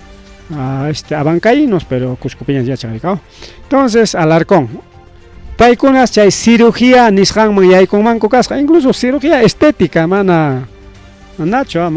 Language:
Ayacucho Quechua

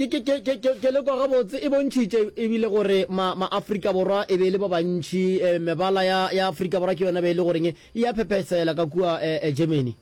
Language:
Northern Sotho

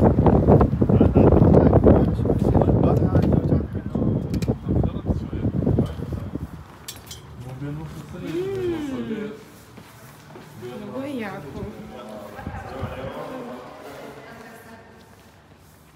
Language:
Bulgarian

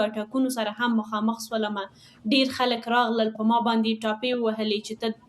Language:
Pashto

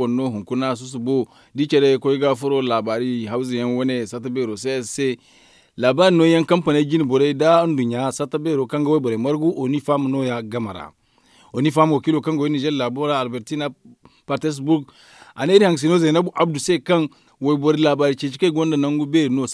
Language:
Zarma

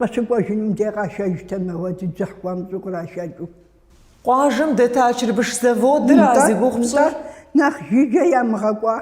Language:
Kabardian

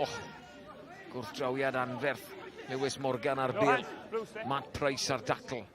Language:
Welsh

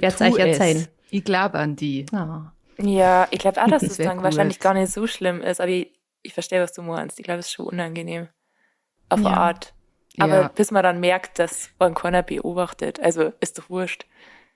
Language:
Bavarian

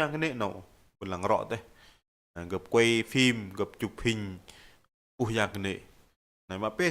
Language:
Bahnar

